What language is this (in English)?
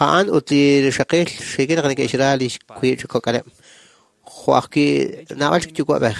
Kekchí